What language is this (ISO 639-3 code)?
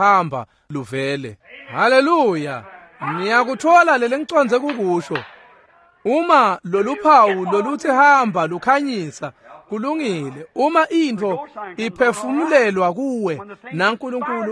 ssw